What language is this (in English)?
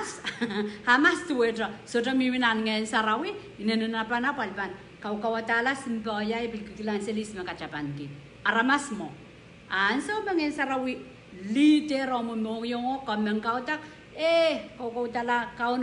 Pohnpeian